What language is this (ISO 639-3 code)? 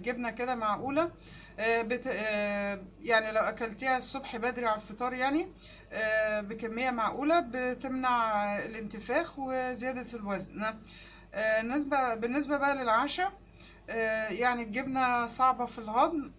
arz